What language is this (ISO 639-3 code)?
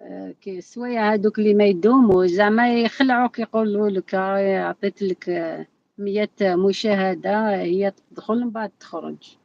arq